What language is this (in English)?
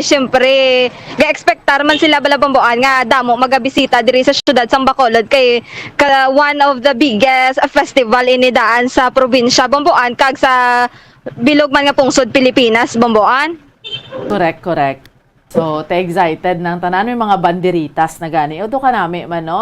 Hiligaynon